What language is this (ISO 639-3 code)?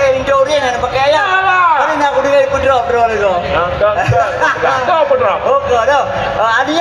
ace